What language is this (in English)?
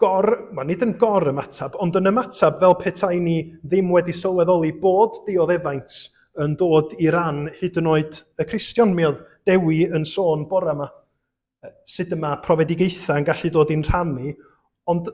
Welsh